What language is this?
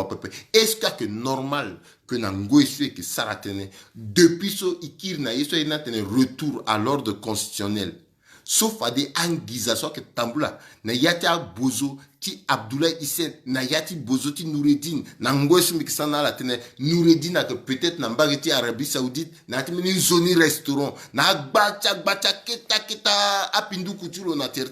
Sango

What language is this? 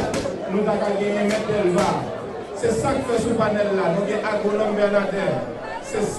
Haitian Creole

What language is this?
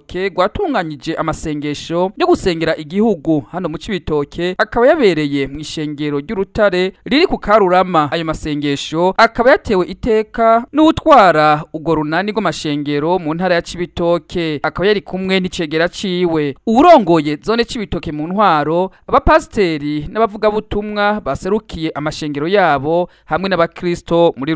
Rundi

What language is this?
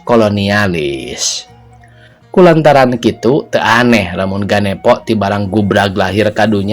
Sundanese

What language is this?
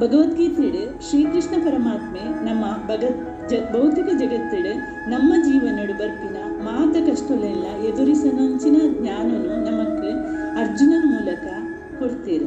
Tulu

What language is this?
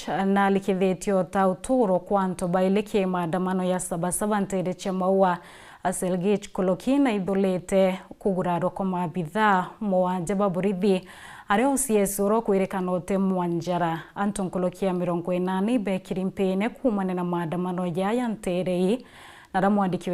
Meru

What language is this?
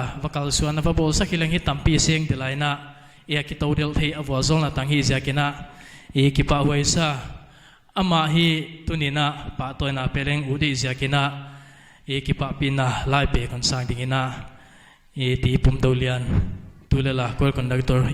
Paite Chin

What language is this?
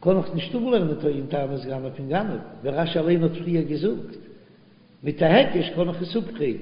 Yiddish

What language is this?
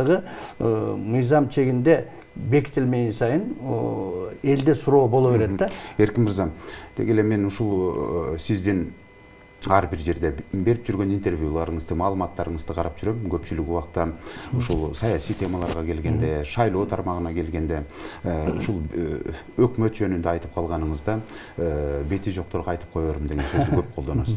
Kyrgyz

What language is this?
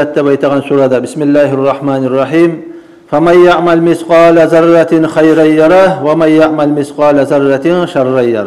Kumyk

